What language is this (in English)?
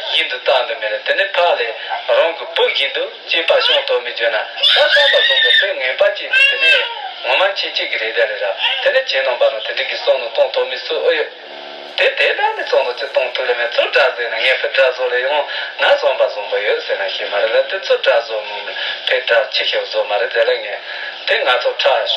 Tibetan